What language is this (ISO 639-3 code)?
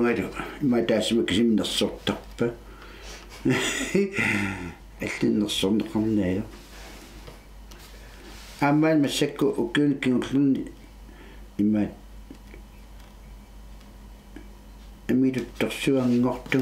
kal